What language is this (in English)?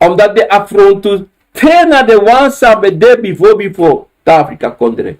Sranan Tongo